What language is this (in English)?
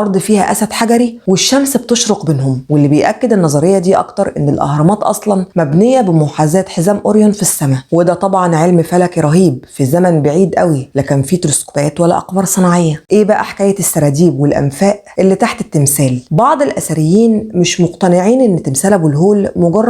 Egyptian Arabic